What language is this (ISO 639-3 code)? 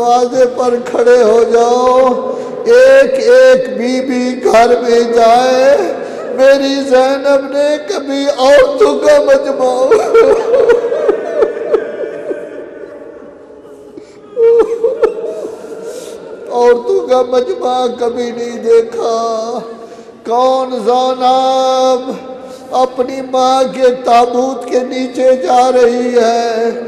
urd